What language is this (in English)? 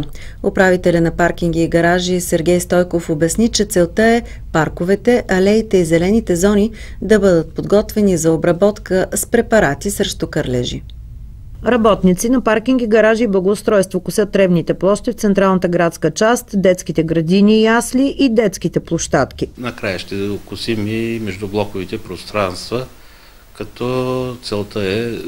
Bulgarian